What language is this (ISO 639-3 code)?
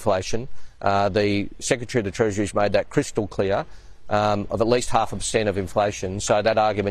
kur